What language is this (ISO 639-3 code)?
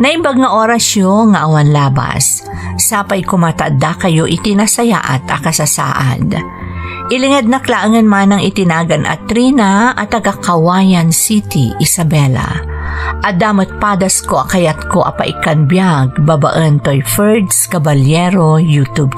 ilo